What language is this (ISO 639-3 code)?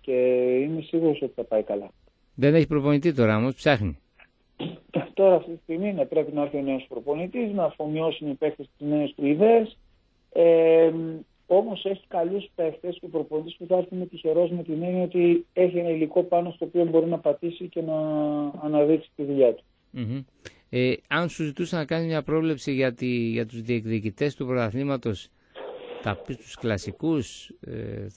ell